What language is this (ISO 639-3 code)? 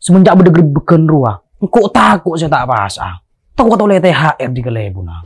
mad